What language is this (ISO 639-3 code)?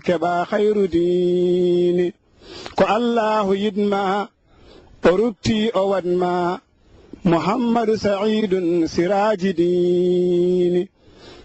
ful